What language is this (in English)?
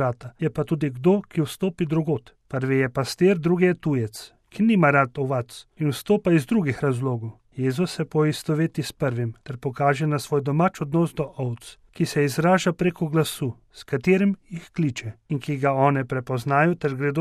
Slovenian